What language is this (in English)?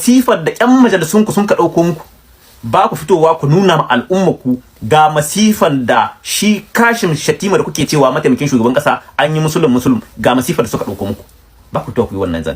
Hausa